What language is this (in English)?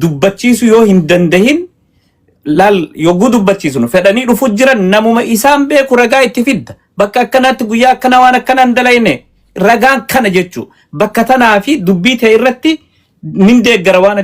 Oromo